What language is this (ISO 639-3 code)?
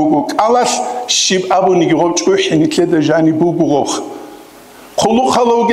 ava